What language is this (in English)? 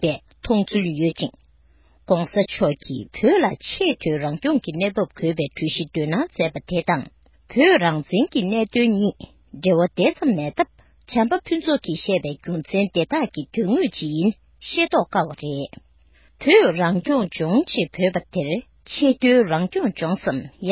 Tibetan